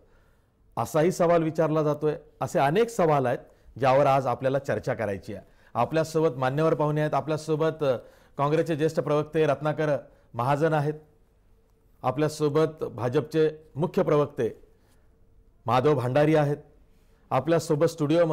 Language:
Marathi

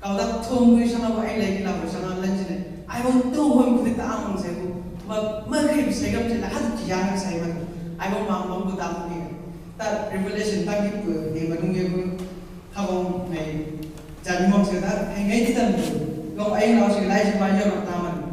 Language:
Chang Naga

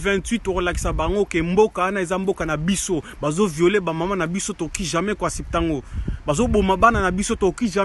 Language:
Lingala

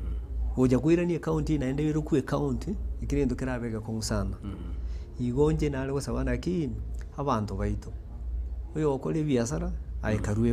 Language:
Gusii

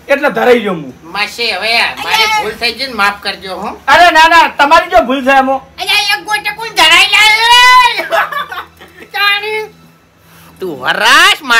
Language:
Gujarati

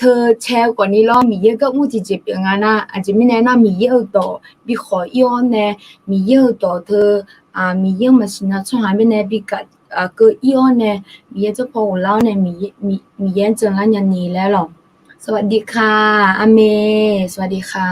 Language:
Akha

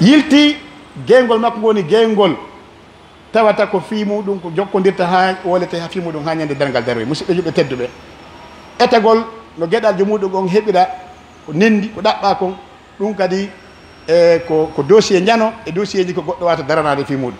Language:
Pular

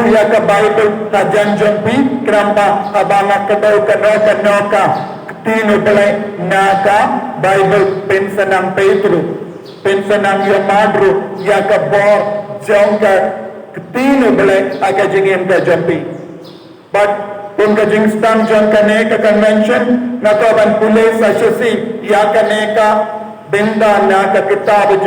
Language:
Khasi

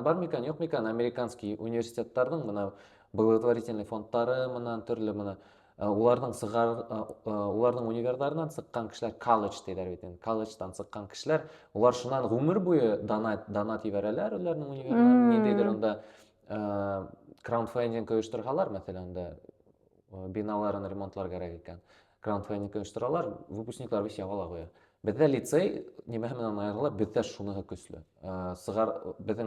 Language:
Bashkir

